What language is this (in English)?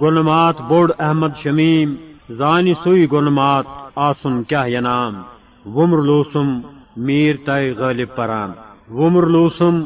Kashmiri